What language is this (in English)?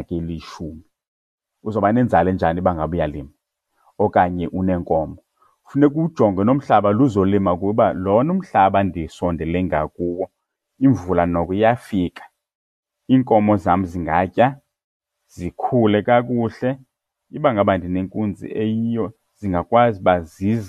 Xhosa